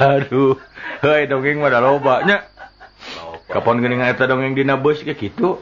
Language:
Sundanese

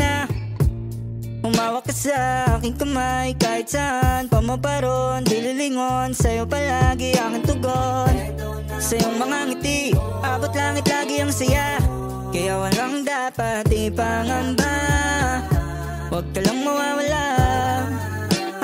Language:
Filipino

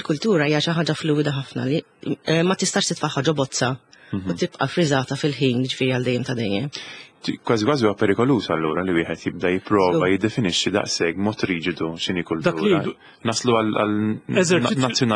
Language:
Maltese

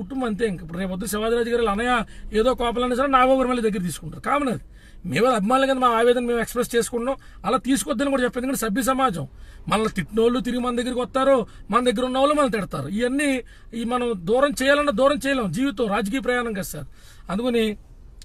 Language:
Telugu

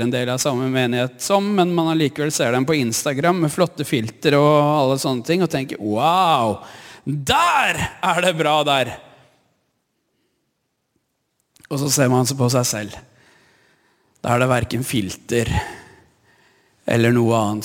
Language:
Norwegian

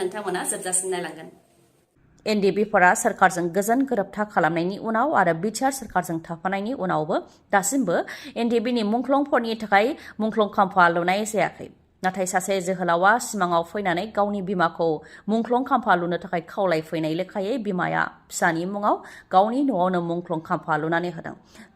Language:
Bodo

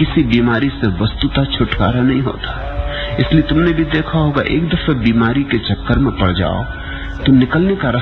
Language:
Hindi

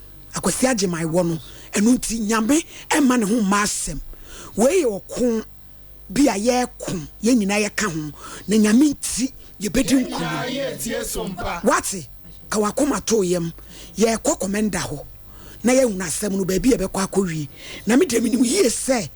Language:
Akan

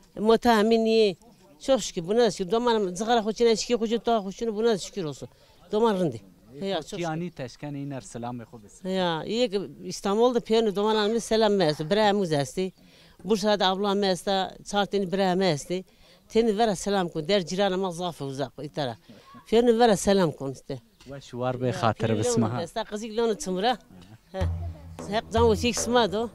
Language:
Zaza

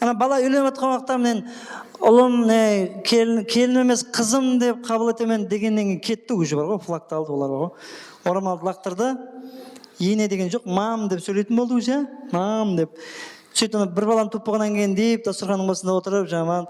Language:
Kara-Kalpak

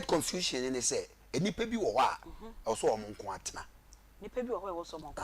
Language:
Akan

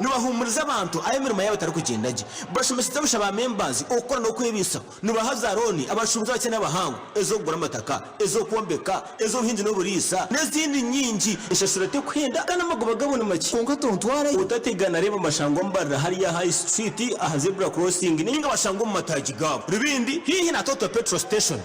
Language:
Nyankole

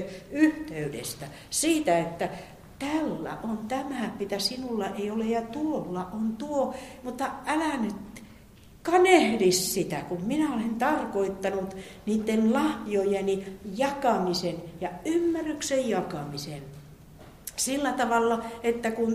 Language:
Finnish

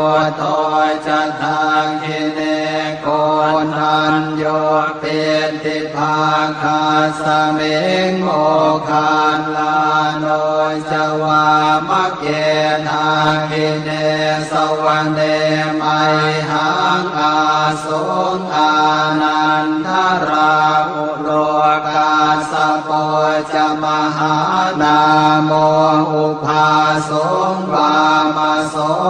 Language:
Pali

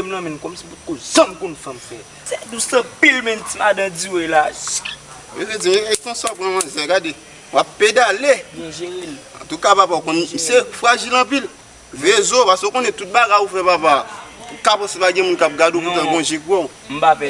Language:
Haitian Creole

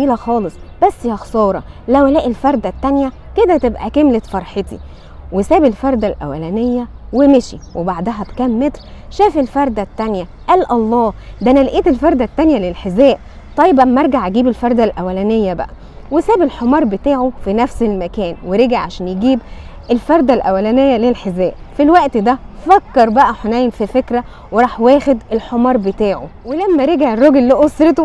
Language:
Egyptian Arabic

